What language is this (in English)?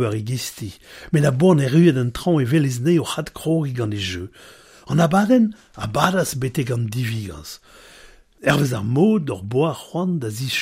Breton